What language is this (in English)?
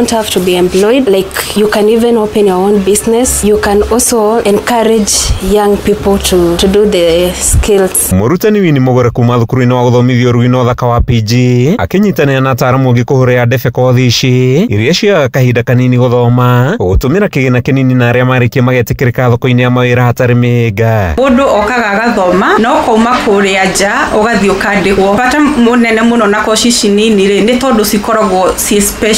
Kikuyu